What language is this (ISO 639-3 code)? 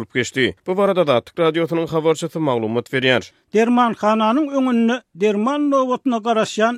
tuk